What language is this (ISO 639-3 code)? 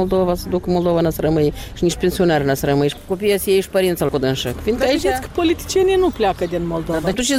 ron